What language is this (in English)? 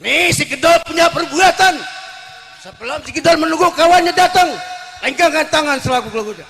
Betawi